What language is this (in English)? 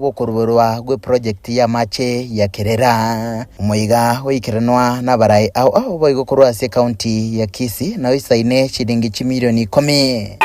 Gusii